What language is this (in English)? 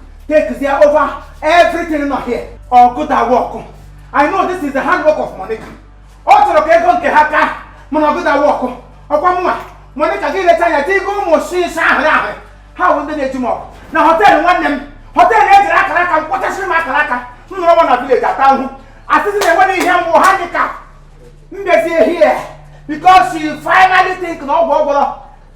Igbo